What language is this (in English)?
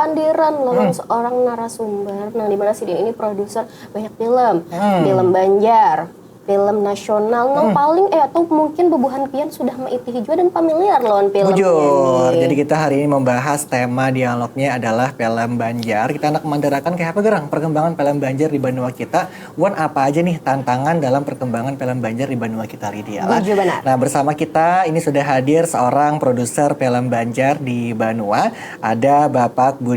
Banjar